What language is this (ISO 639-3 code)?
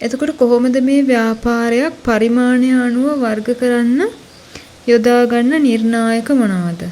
sin